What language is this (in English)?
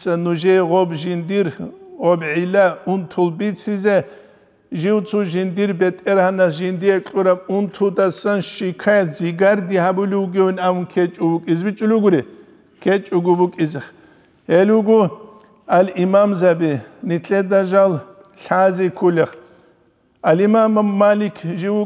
Avaric